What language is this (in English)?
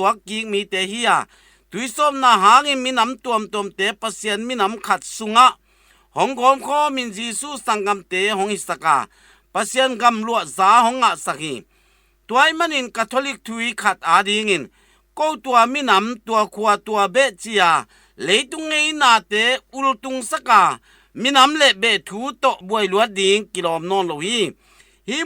Tedim Chin